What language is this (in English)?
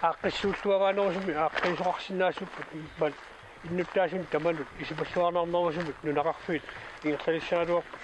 Kalaallisut